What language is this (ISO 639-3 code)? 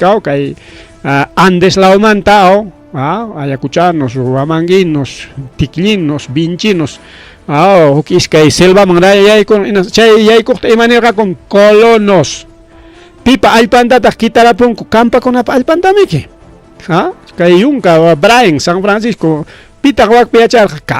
quy